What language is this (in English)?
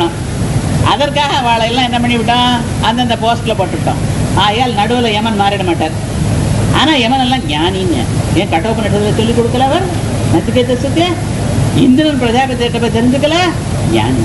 Tamil